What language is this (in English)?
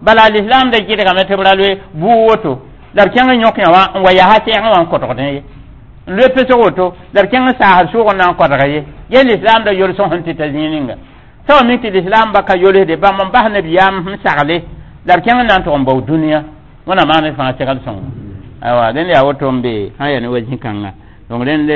Mossi